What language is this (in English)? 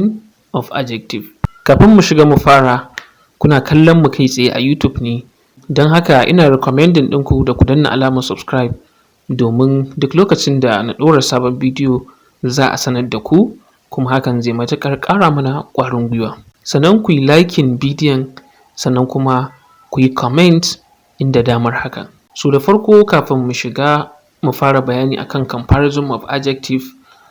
Hausa